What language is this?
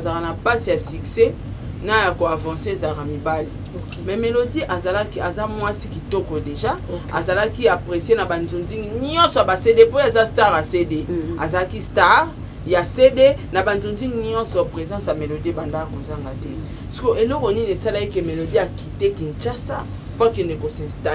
Lingala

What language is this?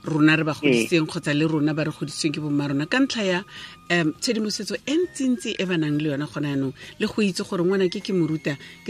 Tswana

